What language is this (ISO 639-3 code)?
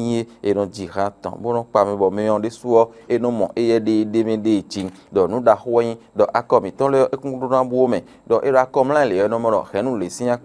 fon